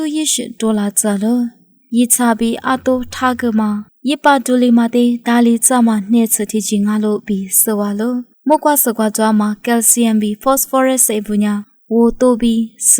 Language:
Lisu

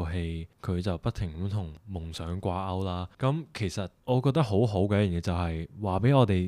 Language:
Cantonese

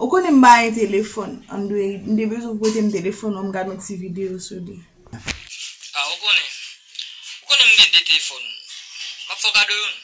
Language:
Haitian Creole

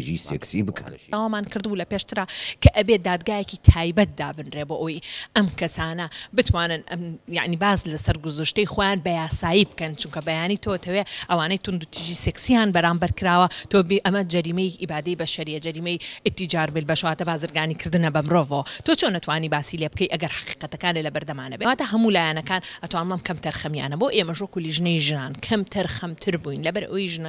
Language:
Central Kurdish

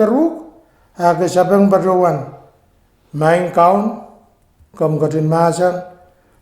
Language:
Pohnpeian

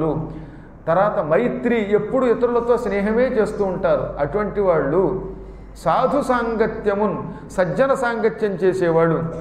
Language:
Telugu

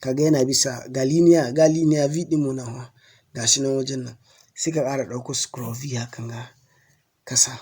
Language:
Hausa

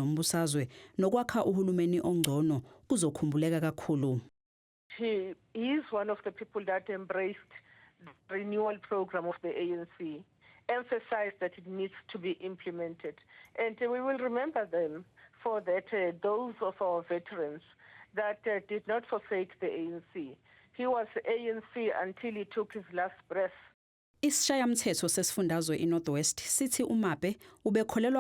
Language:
Zulu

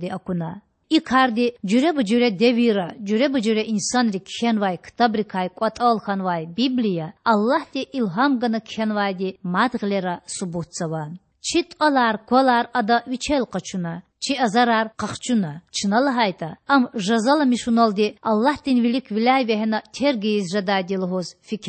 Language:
Lezghian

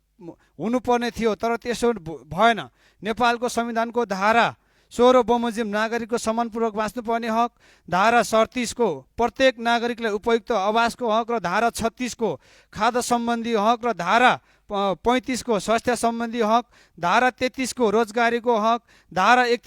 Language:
Nepali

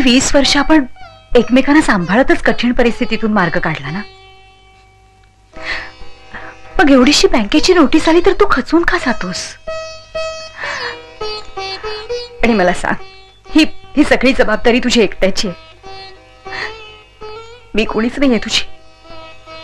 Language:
Marathi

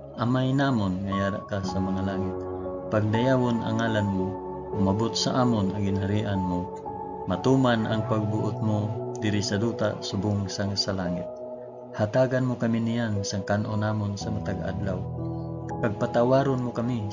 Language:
Hiligaynon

